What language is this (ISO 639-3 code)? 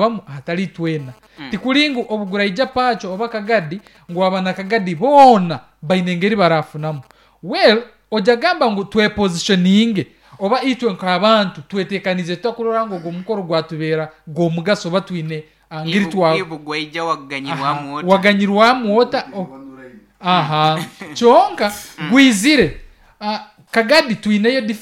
nyo